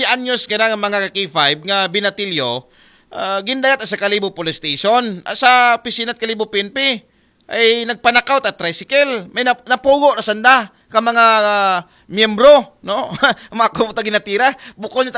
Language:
Aklanon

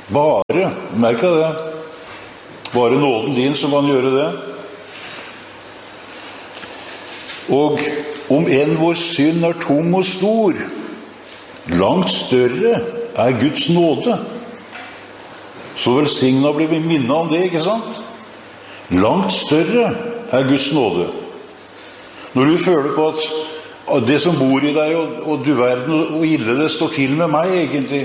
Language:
Norwegian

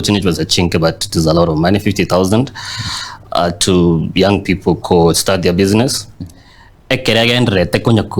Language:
Gusii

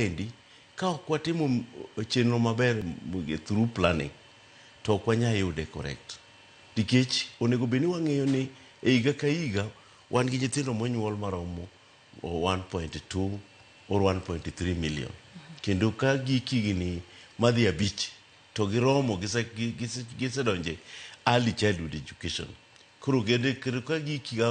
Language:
Luo (Kenya and Tanzania)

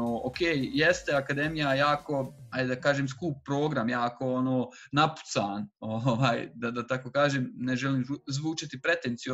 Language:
Bosnian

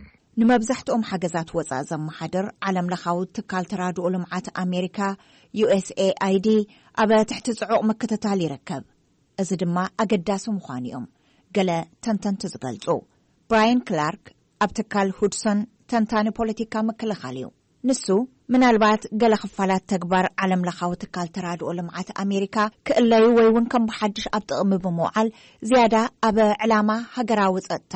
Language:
Tigrinya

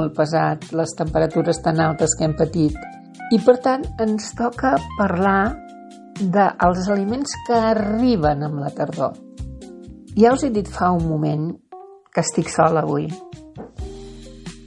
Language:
Catalan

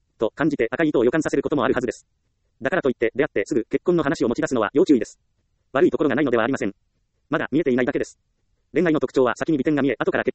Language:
Japanese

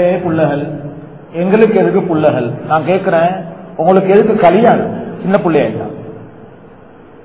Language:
Tamil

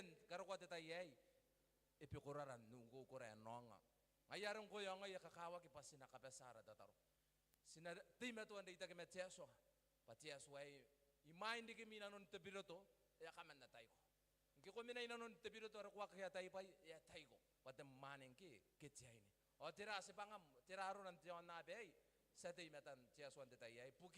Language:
Gilbertese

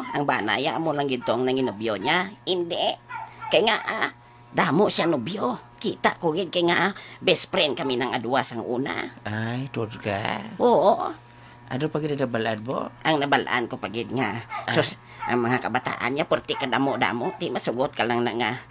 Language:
Hiligaynon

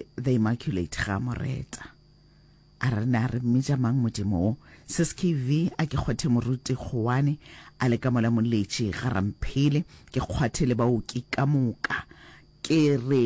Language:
Northern Sotho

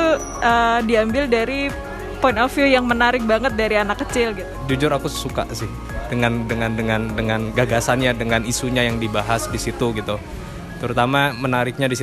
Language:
Indonesian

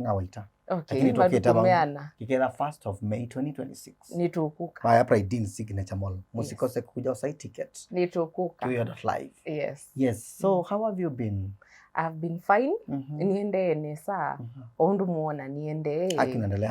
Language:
Kamba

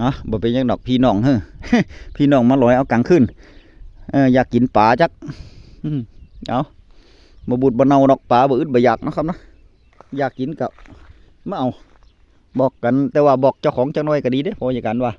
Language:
Northeastern Thai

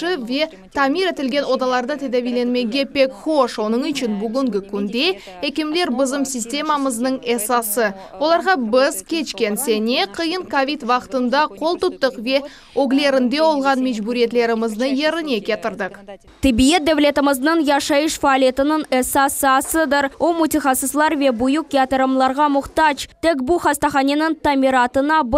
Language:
Crimean Tatar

